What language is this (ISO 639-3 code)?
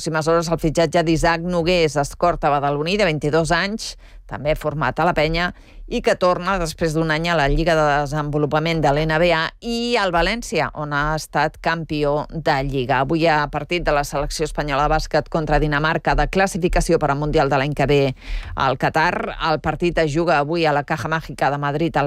cat